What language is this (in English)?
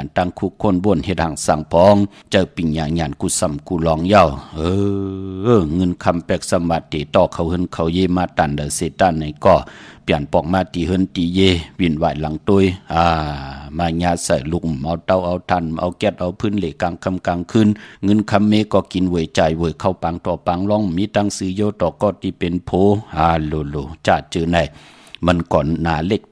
Shan